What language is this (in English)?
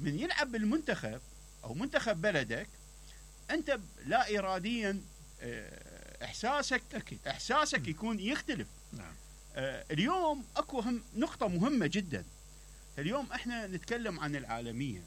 Mesopotamian Arabic